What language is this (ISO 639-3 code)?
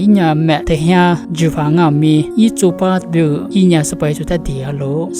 lis